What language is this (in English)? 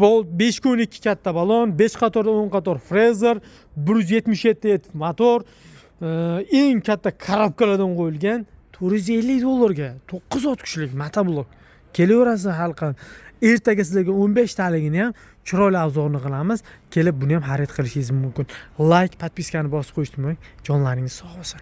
Uzbek